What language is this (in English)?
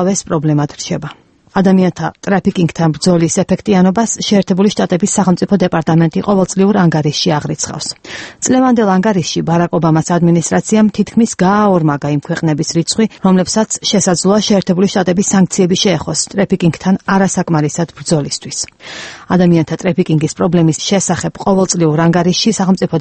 Georgian